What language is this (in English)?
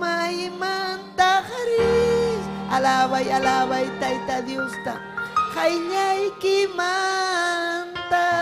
Ayacucho Quechua